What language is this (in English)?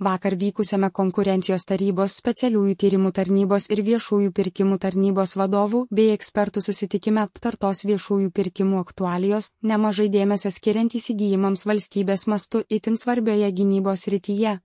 Lithuanian